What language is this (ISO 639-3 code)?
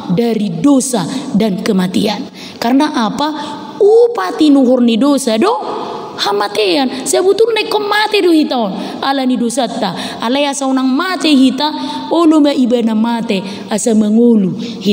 bbc